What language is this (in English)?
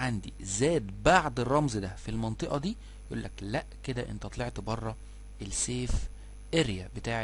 Egyptian Arabic